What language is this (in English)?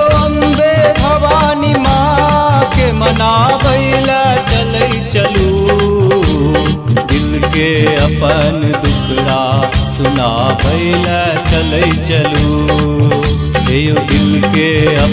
Maithili